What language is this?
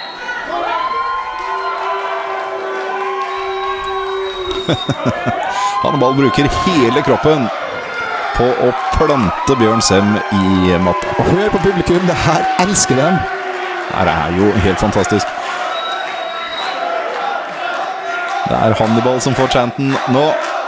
Norwegian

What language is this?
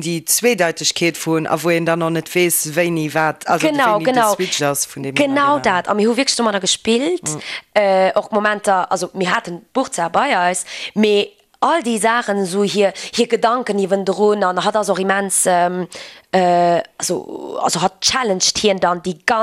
Luxembourgish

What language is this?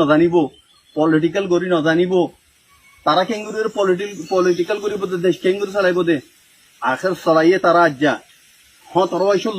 Rohingya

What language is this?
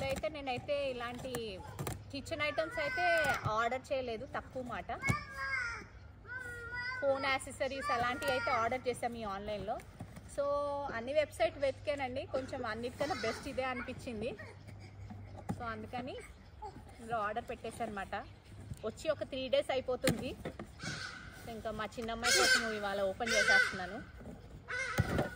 Telugu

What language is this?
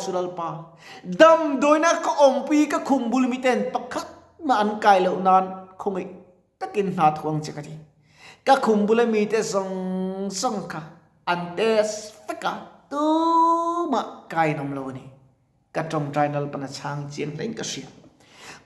Mizo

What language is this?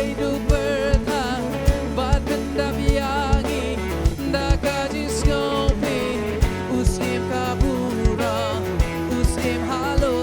Khasi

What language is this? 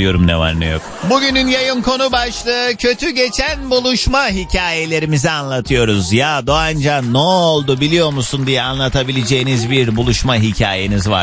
Turkish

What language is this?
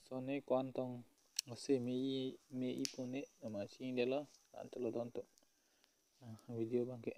Karbi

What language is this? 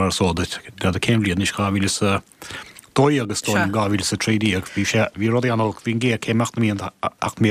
Irish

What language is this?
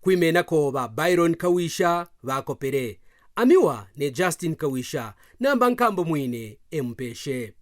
Kaonde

